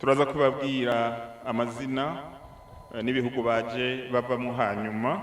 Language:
Rundi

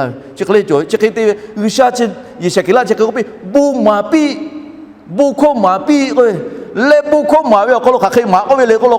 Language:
Lahu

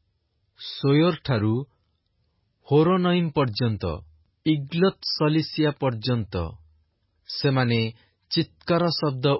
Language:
Odia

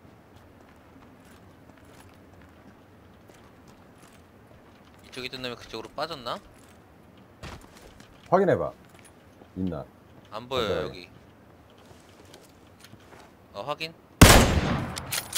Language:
Korean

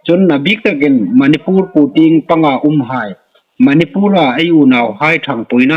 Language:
Hmar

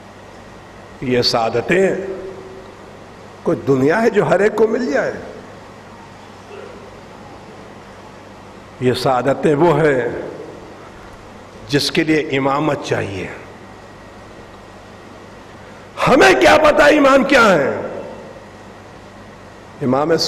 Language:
Urdu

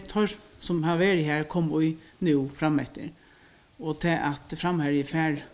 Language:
Faroese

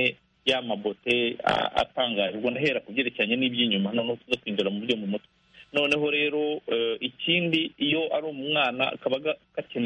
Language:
Kinyarwanda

